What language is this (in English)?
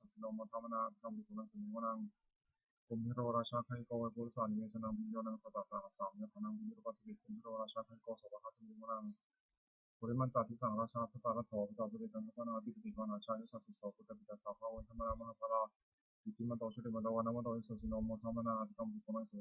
Pali